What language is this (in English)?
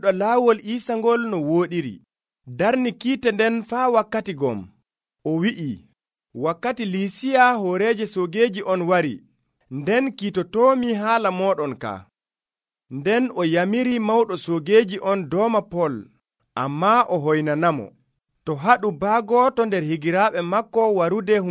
Nigerian Fulfulde